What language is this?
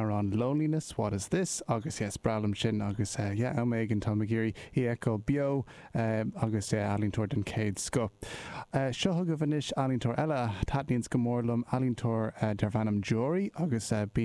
Irish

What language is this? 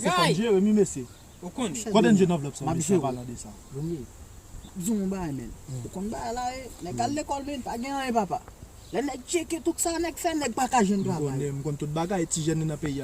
Haitian Creole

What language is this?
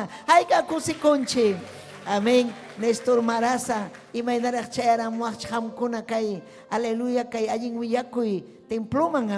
Ayacucho Quechua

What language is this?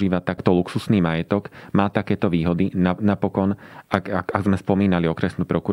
Slovak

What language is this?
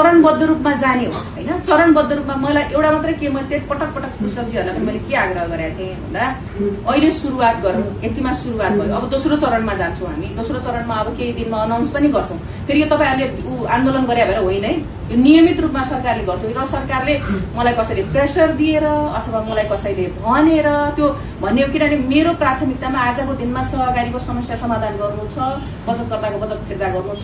Nepali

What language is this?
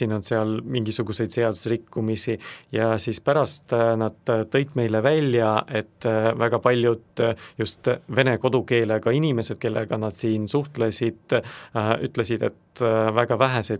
Estonian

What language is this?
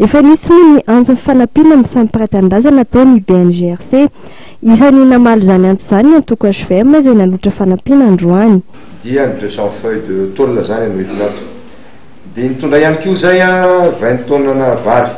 Malagasy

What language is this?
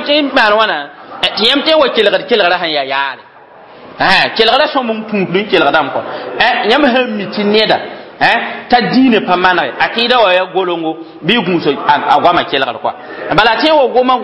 Mossi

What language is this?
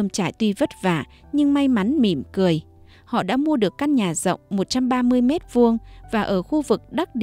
Vietnamese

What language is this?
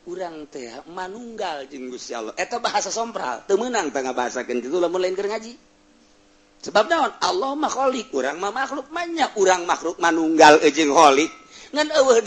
Sundanese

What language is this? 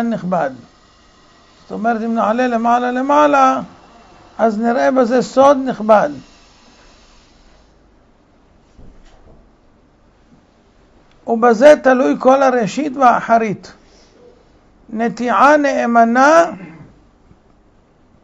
Hebrew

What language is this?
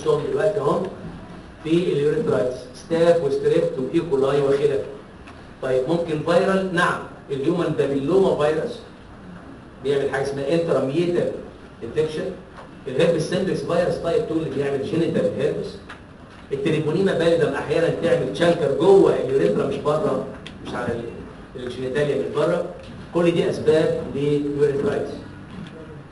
Egyptian Arabic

